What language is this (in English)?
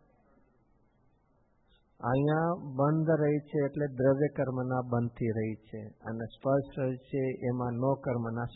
Gujarati